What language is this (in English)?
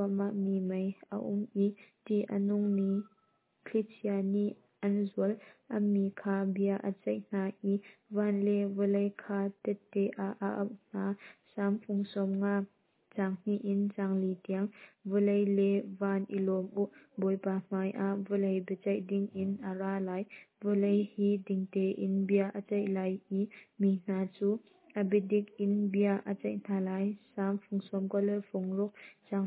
Hakha Chin